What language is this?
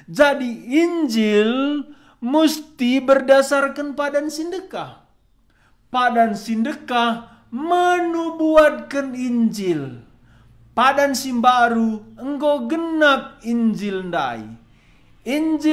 Batak Karo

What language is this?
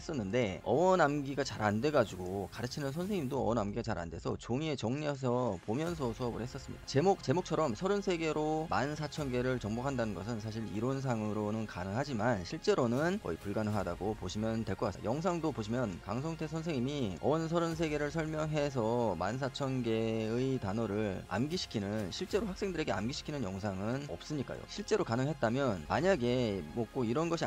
Korean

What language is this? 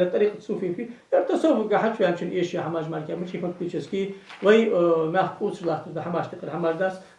Ingush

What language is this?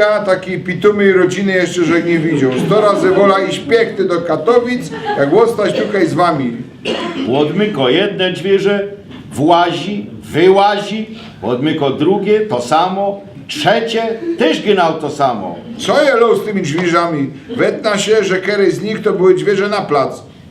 Silesian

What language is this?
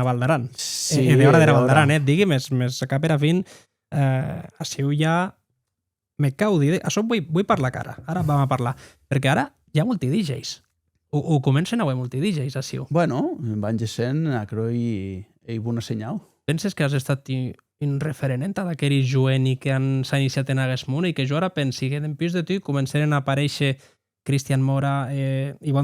Occitan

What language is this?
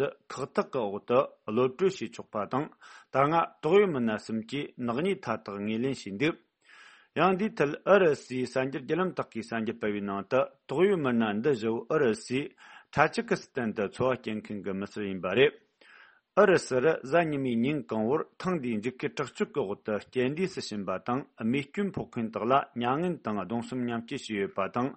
Tibetan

